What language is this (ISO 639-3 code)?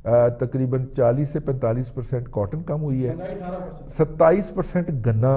urd